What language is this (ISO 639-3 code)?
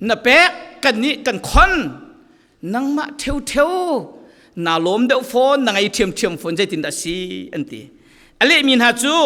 cfm